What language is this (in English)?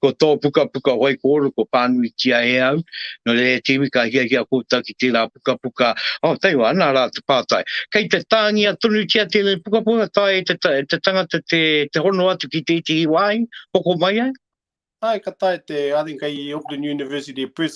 Māori